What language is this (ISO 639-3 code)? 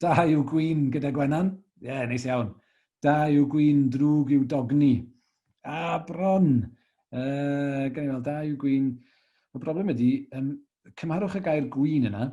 cym